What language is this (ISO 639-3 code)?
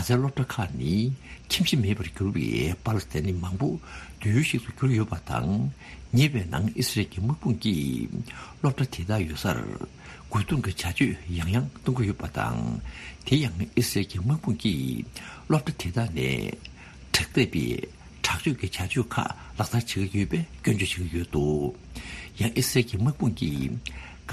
bod